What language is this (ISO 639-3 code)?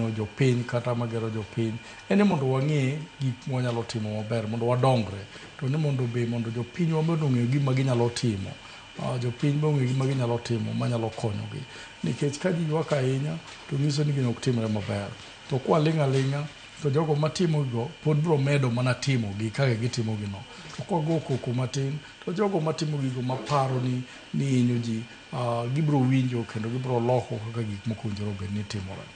luo